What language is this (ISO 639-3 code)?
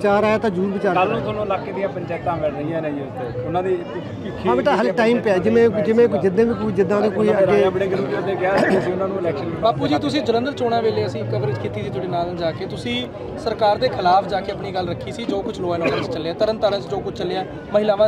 pan